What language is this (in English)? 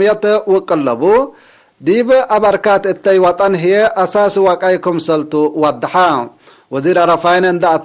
Tigre